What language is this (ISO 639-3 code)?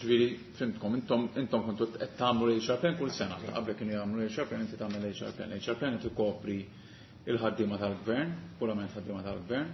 mlt